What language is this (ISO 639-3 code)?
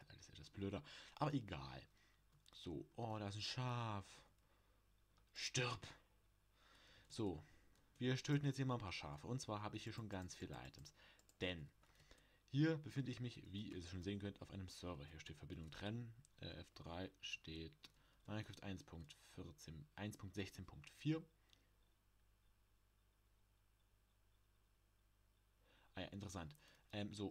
deu